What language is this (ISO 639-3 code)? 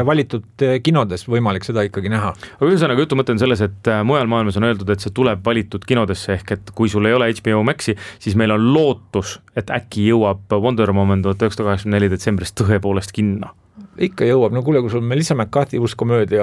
est